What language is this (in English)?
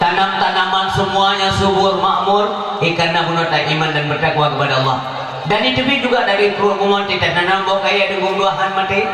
Achinese